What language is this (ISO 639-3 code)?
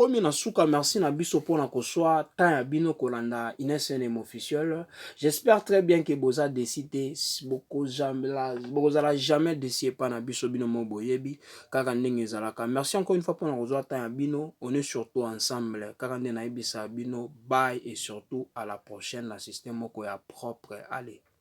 lin